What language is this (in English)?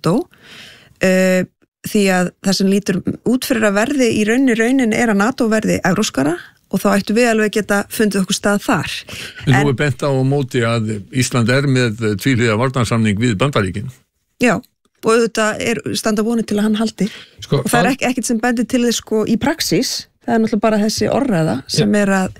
Icelandic